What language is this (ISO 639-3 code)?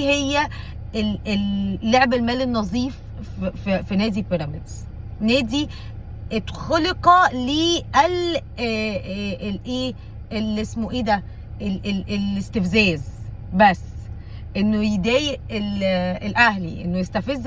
arz